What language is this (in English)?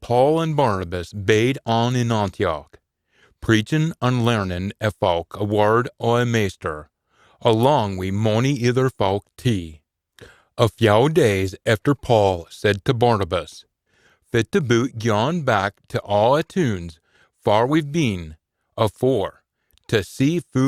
Scots